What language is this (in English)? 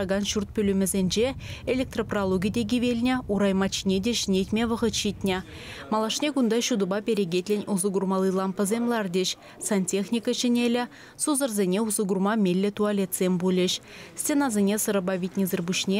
Chuvash